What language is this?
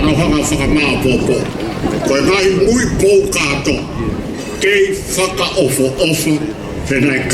Tongan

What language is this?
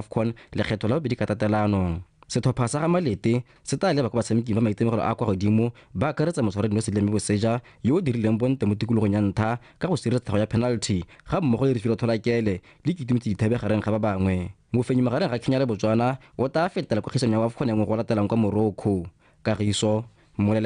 Tswana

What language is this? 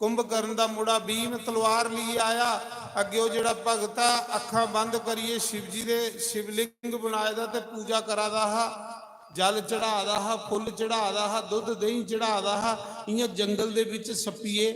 Dogri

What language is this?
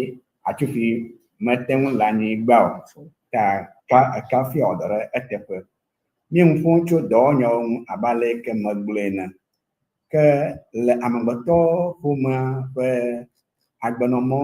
Ewe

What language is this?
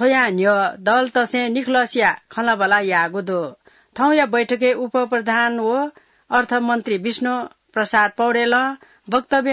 Newari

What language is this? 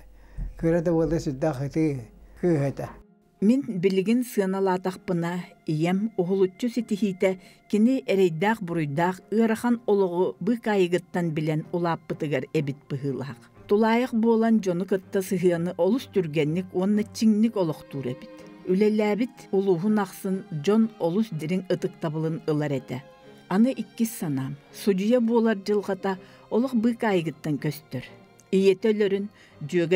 Yakut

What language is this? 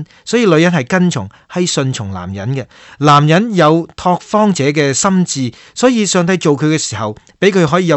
Cantonese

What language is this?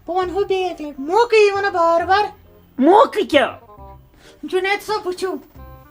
Kashmiri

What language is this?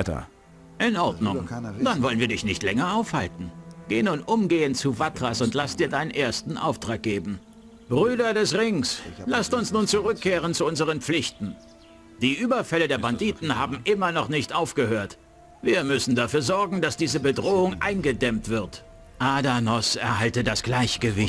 Bavarian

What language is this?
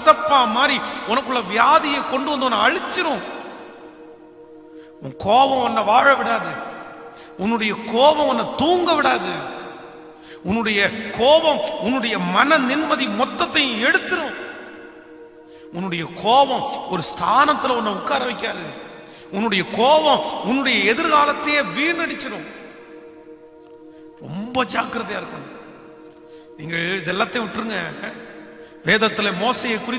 Tamil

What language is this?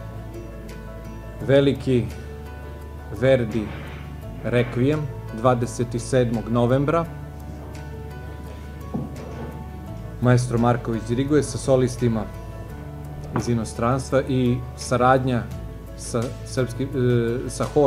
Serbian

